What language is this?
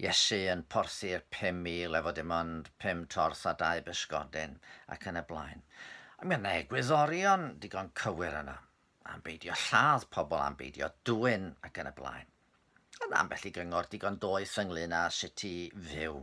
Welsh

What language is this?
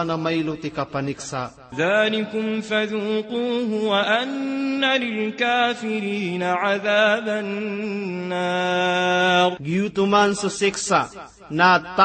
Maranao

